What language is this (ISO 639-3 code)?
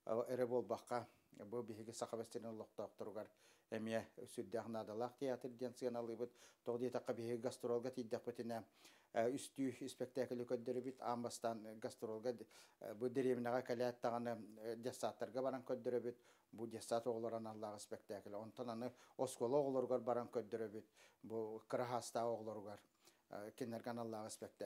sah